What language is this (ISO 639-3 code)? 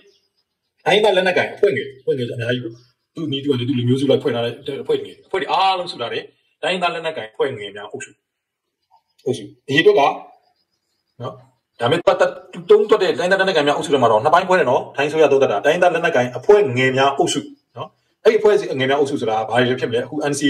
mya